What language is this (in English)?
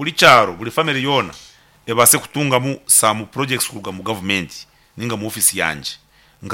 Nyankole